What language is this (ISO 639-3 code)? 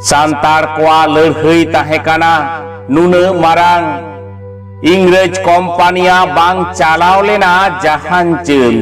sat